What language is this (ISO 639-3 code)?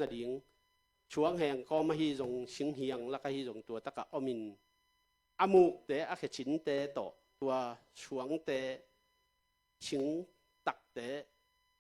ctd